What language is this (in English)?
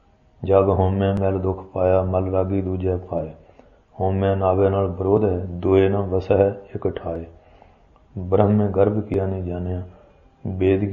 Punjabi